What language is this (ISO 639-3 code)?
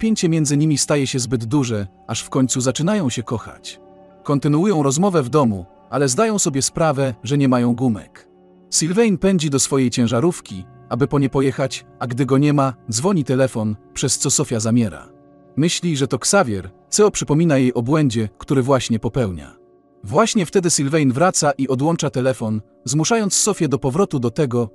pol